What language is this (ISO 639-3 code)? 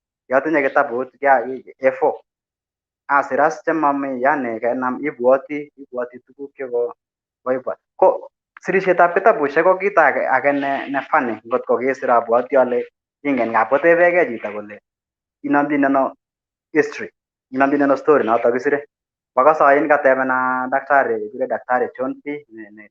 kln